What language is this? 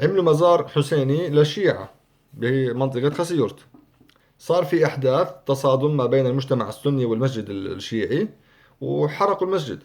North Levantine Arabic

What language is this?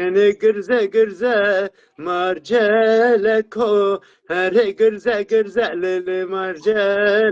Zaza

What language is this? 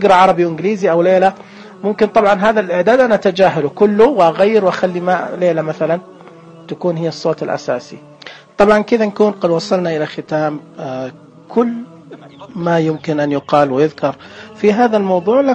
Najdi Arabic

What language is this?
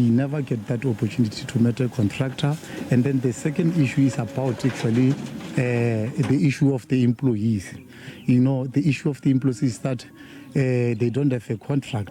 Venda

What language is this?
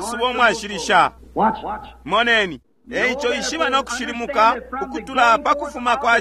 Bemba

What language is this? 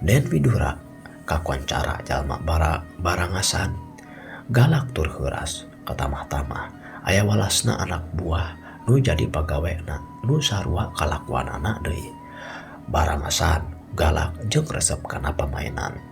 Sundanese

